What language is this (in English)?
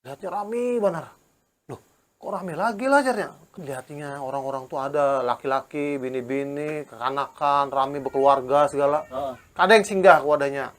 Banjar